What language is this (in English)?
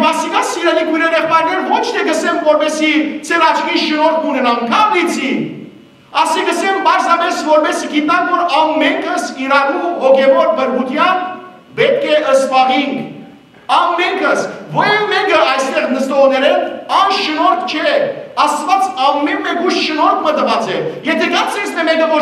Western Armenian